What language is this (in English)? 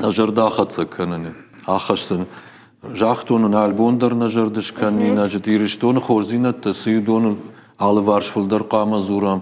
Ossetic